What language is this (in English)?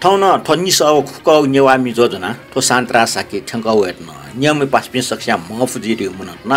Newari